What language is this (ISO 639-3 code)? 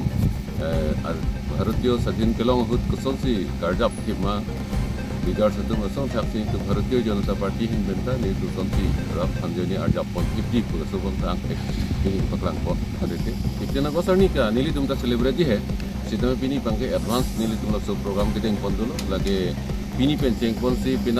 mjw